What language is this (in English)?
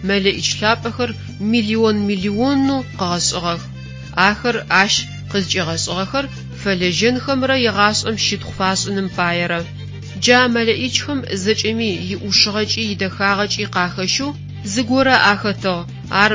Adyghe